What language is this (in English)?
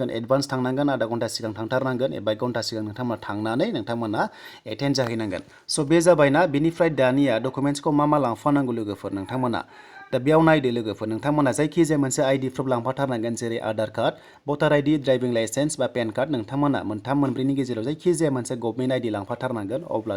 Bodo